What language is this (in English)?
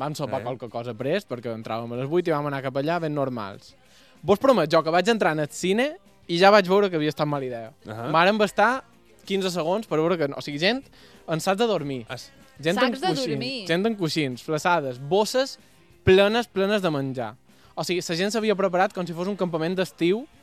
Catalan